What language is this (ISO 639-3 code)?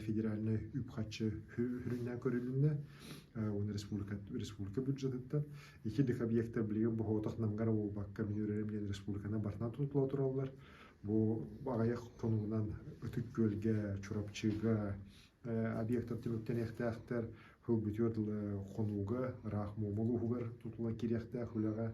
sah